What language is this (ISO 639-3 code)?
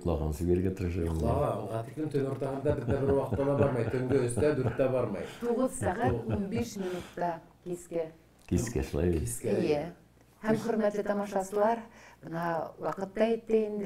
bak